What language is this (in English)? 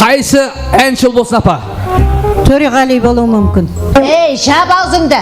Kara-Kalpak